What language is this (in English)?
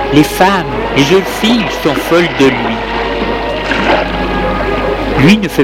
French